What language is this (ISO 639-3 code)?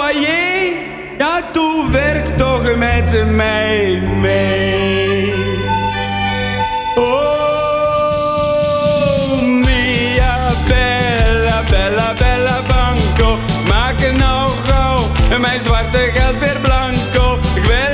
nld